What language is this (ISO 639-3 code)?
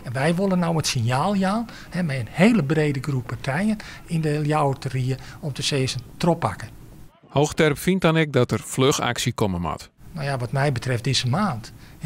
fry